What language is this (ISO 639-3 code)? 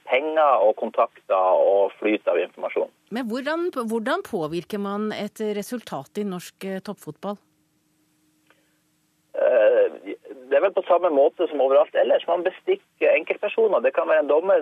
nor